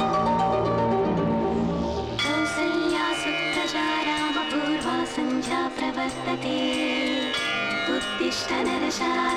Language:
Telugu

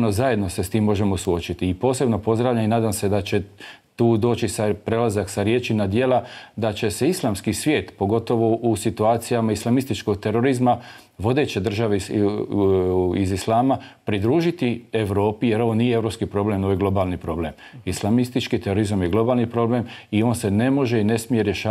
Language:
Bosnian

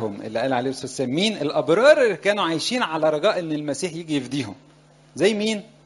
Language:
Egyptian Arabic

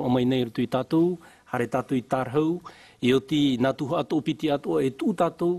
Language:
Tahitian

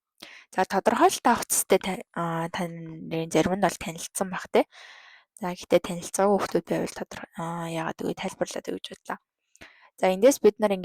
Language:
Mongolian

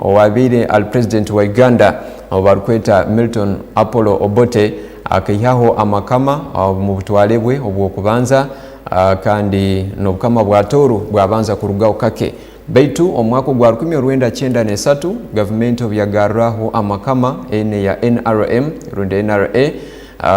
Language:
Tooro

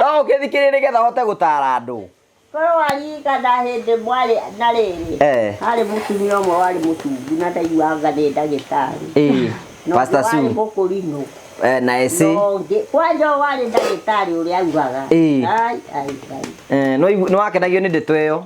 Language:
Kikuyu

